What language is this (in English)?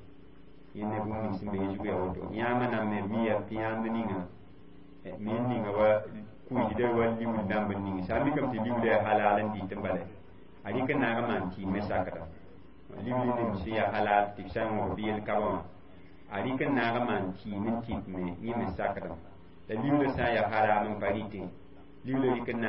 Mossi